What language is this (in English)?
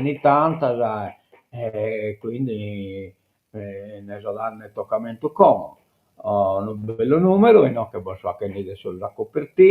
Sardinian